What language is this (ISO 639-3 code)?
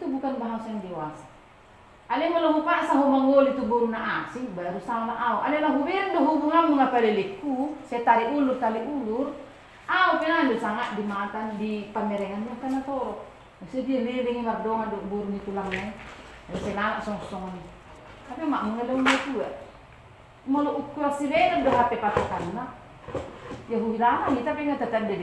bbc